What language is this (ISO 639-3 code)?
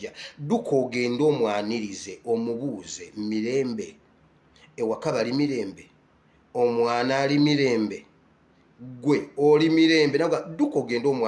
lug